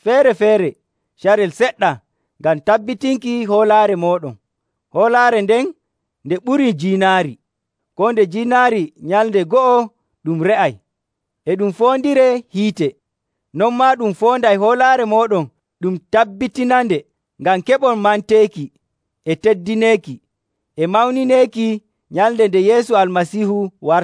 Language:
Nigerian Fulfulde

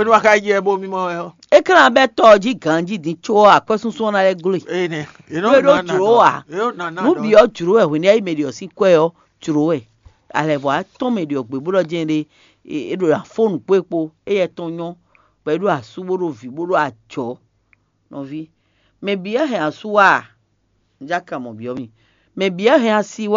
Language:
Fon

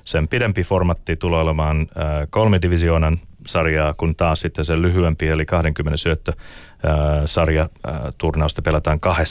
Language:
Finnish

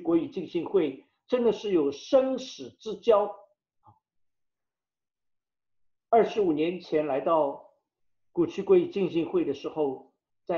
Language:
Chinese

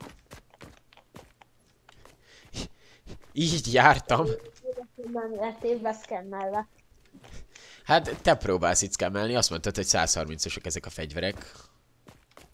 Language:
Hungarian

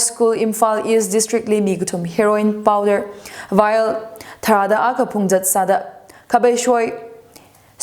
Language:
Tangkhul Naga (India)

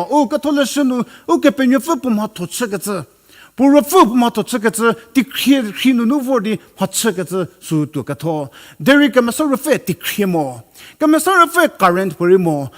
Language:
Angami Naga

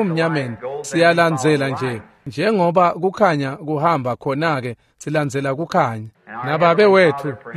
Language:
Swati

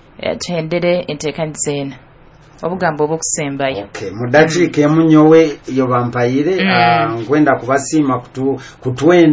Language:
Nyoro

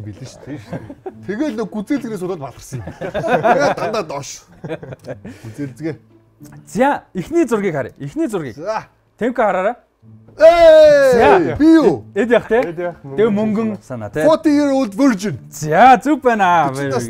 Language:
Mongolian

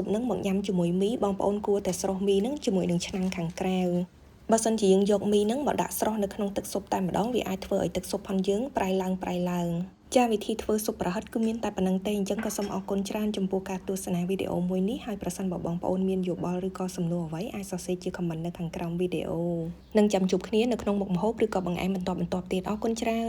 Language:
Khmer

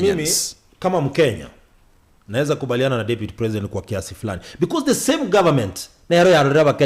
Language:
Gusii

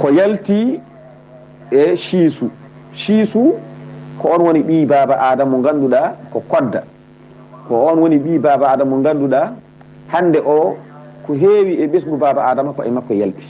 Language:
Fula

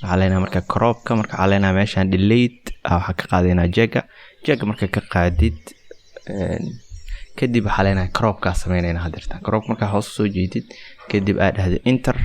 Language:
Somali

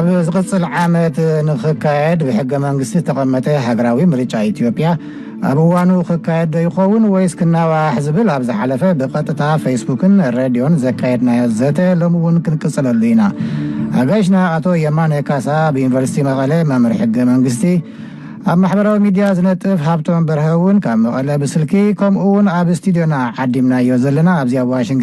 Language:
Tigrinya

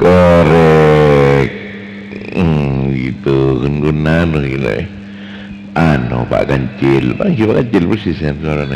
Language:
Madurese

